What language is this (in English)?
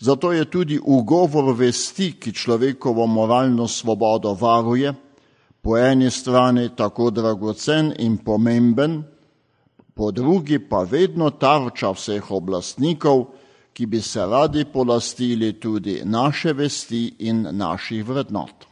Slovenian